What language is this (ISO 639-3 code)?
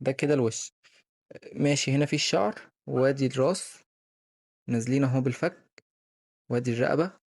arz